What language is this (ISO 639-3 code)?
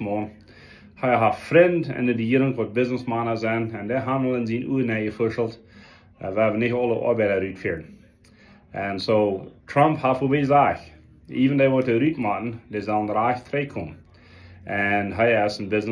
pdt